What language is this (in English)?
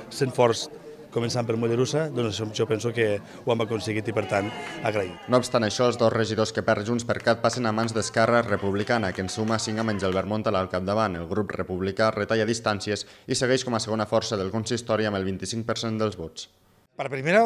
Catalan